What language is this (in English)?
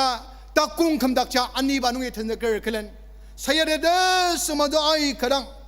Ao Naga